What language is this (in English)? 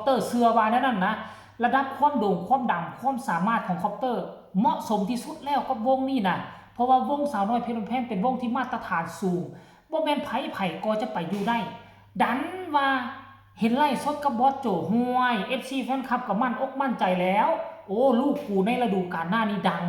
Northeastern Thai